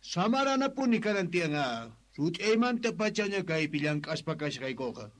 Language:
South Bolivian Quechua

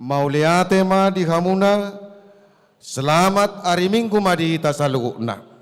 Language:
Batak Toba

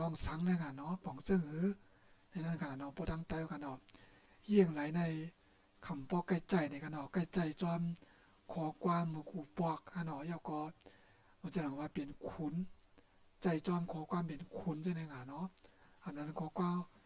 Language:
Shan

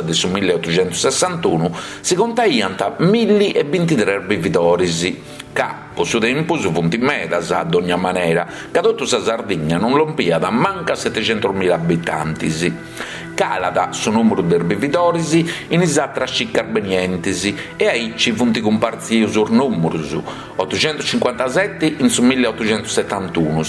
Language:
Sardinian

